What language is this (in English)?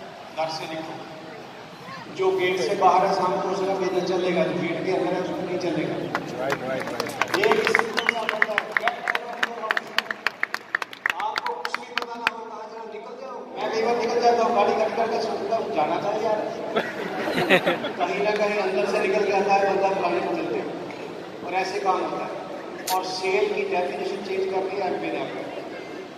Hindi